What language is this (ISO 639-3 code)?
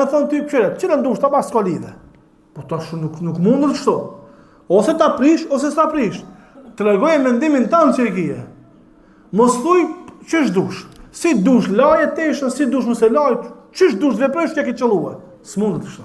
sqi